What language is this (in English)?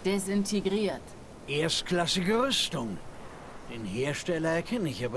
German